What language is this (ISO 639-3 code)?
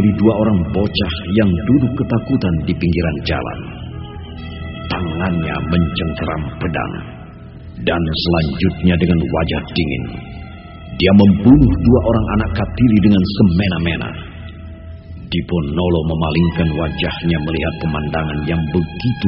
ind